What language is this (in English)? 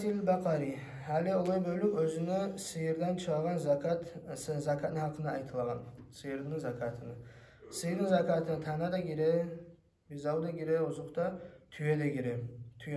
Kumyk